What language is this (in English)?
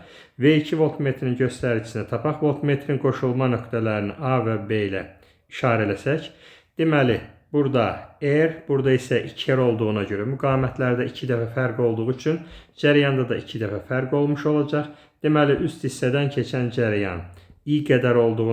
Azerbaijani